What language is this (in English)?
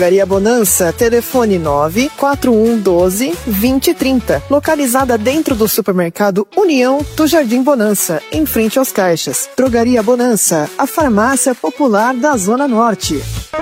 Portuguese